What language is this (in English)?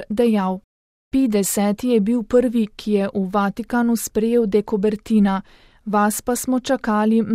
Slovenian